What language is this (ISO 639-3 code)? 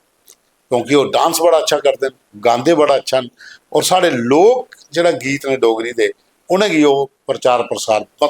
doi